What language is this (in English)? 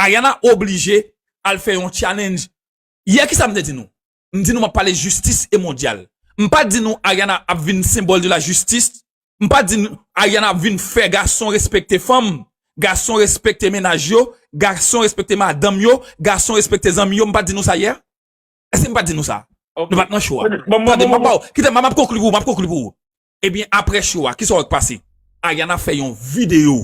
Haitian Creole